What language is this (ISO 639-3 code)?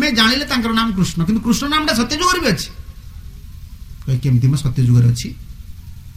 ori